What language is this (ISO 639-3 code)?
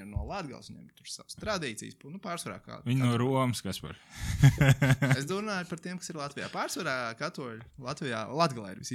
lav